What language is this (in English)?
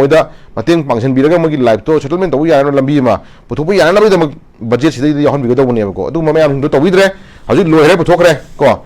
Manipuri